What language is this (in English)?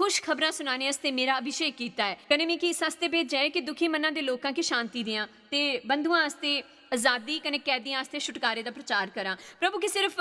Dogri